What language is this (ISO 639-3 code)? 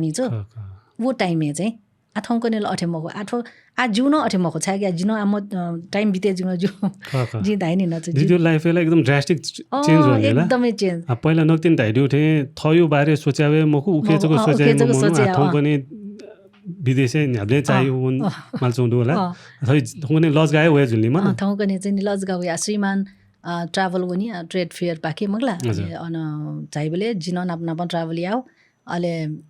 new